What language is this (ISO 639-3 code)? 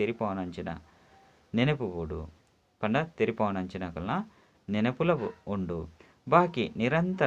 tcy